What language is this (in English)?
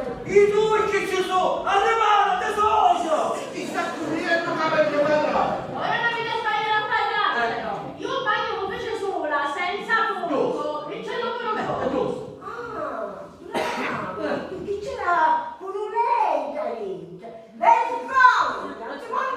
Sicilian